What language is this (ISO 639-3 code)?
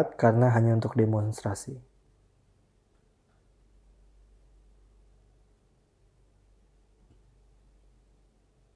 ind